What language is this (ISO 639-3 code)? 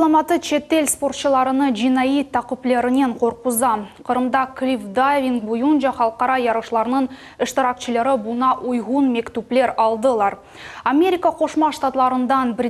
crh